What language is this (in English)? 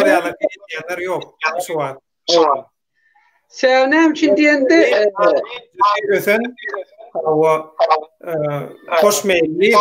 Turkmen